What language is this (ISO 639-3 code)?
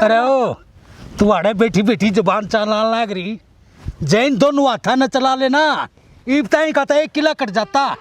bgc